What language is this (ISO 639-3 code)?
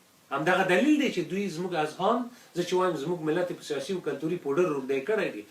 pus